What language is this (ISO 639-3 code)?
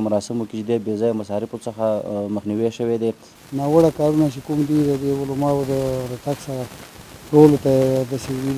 pus